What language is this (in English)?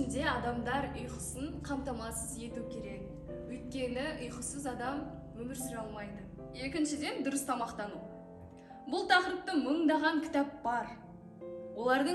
Kazakh